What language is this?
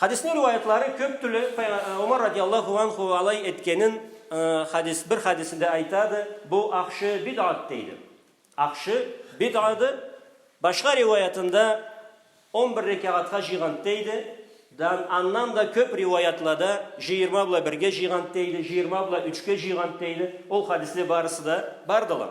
Karachay-Balkar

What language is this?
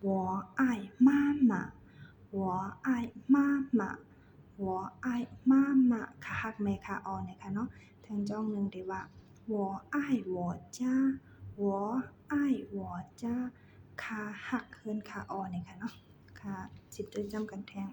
Shan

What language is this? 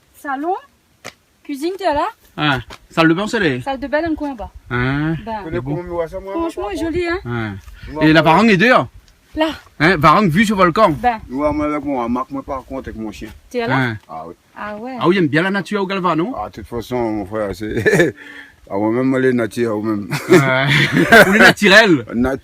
Réunion Creole French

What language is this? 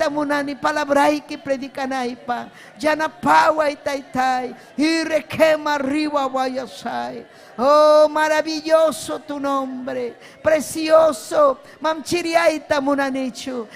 Ayacucho Quechua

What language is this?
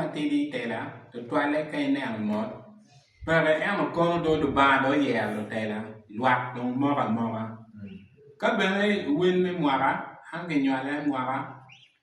Acoli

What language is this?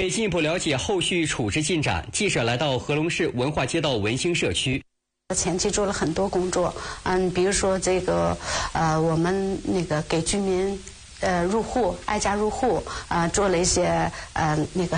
Chinese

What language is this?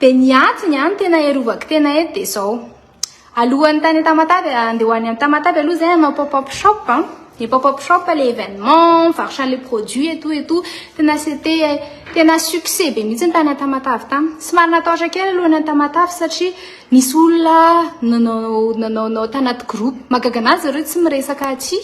Malagasy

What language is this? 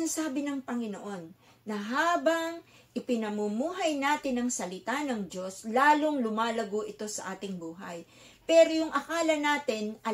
Filipino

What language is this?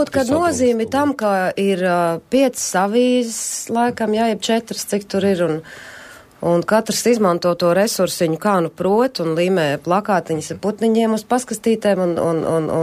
Latvian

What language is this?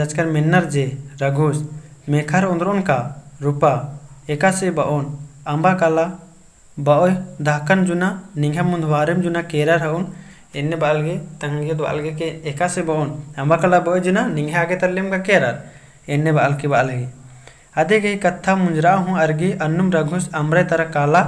Kurukh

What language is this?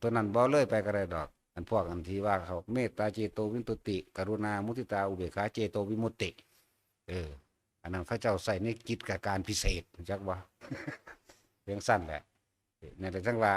Northeastern Thai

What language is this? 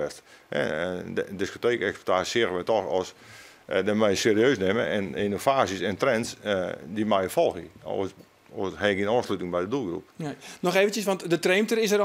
Western Frisian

